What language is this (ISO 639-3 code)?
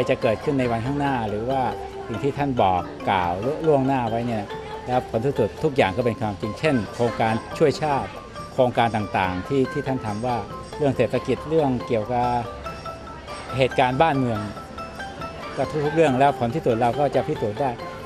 tha